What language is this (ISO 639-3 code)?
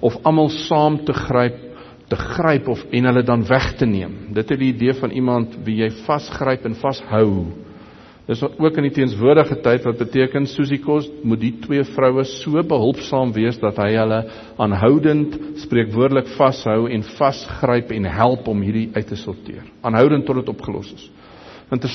afr